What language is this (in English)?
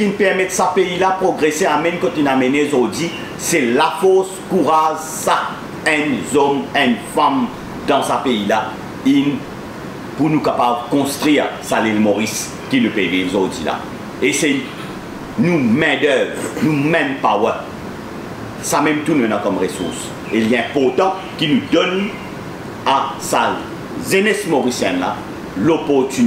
Morisyen